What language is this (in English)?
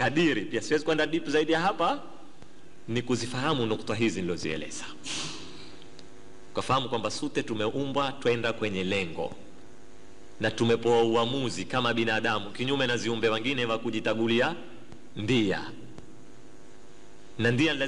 Swahili